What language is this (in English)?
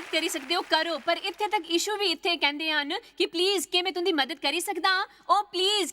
Dogri